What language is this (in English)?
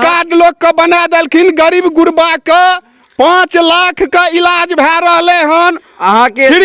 Maithili